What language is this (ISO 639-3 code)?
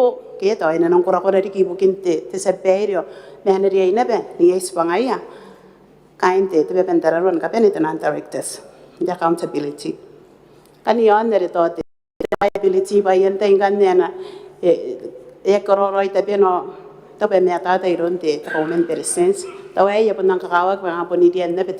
gil